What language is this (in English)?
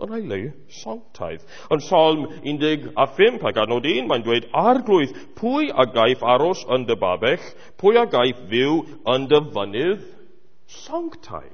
Welsh